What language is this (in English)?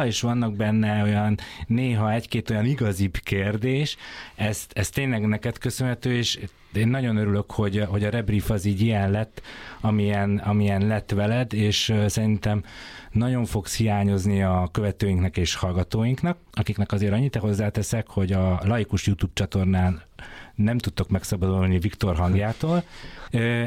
Hungarian